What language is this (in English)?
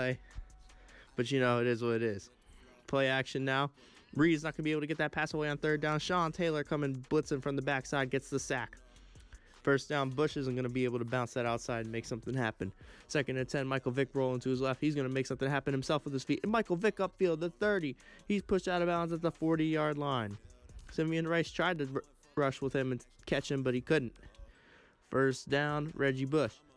English